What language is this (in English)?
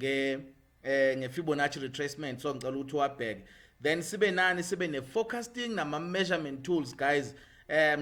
Zulu